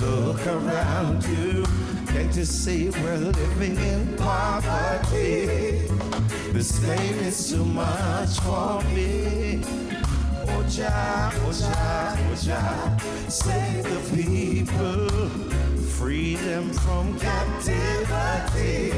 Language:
Jamaican Creole English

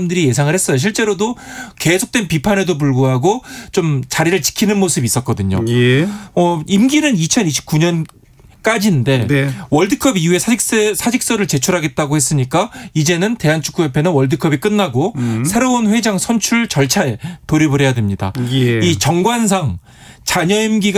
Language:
Korean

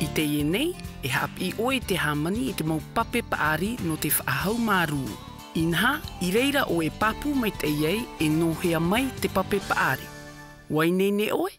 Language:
Tahitian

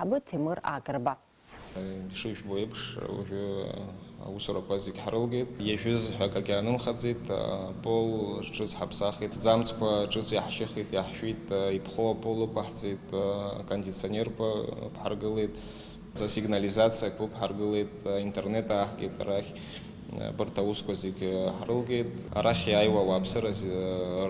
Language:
Abkhazian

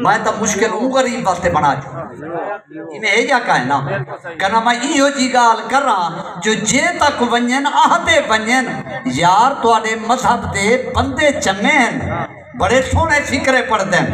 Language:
Saraiki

